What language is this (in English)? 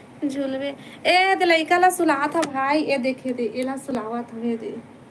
Chhattisgarhi